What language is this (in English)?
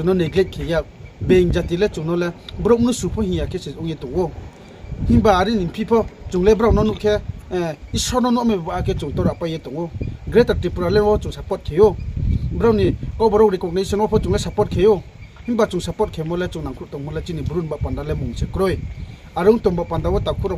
Riang (India)